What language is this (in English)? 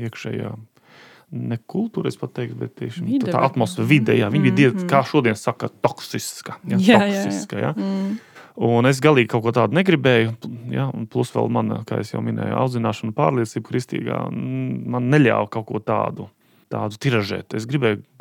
Latvian